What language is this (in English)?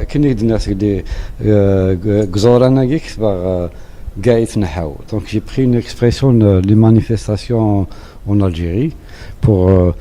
Kabyle